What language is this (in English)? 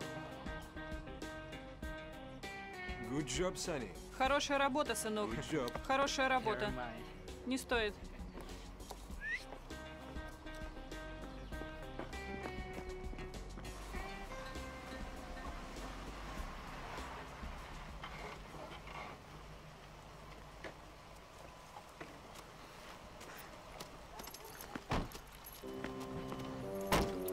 Russian